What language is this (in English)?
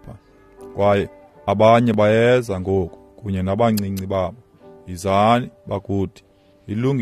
Xhosa